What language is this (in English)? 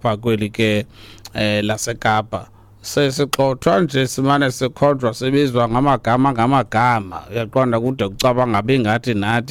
Xhosa